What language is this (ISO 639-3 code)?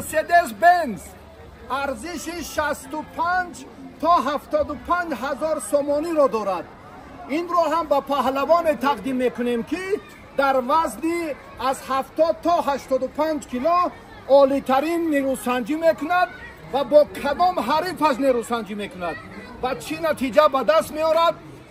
tgk